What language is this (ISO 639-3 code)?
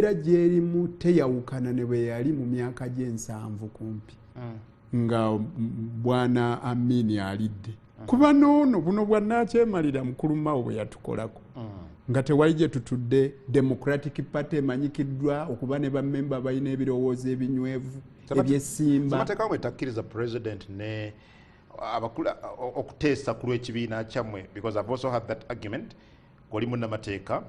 lug